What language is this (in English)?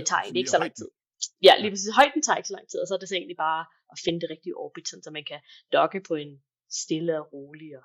Danish